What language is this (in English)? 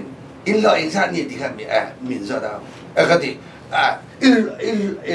Mizo